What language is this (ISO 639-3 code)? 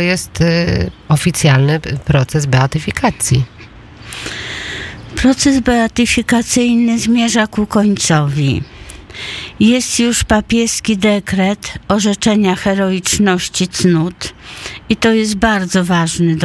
pol